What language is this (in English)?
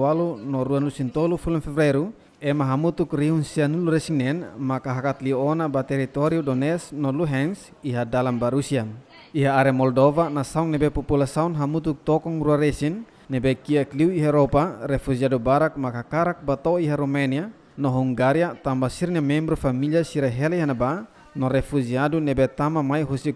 Tetum